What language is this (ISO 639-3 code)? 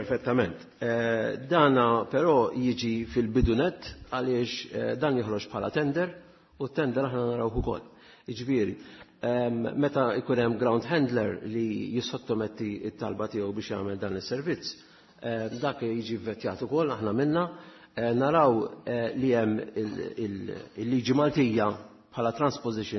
mlt